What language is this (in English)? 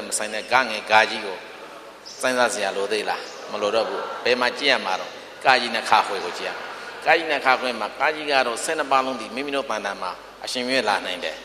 Burmese